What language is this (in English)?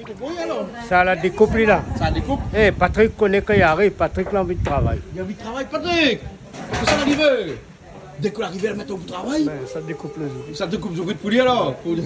Réunion Creole French